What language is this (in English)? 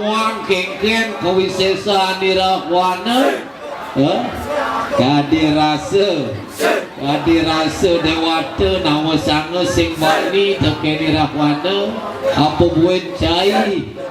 Balinese